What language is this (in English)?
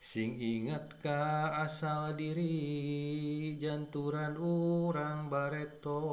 Sundanese